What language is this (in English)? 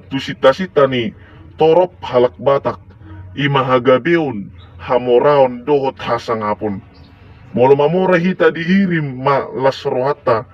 Batak Toba